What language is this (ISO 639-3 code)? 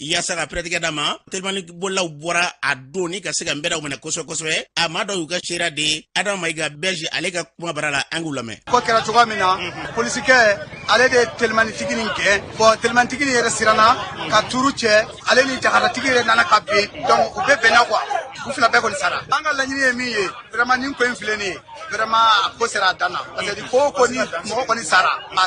bam